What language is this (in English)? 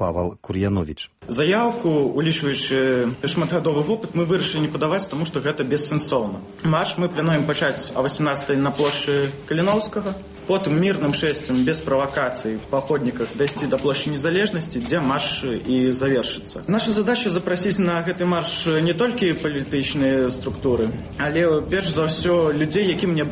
Belarusian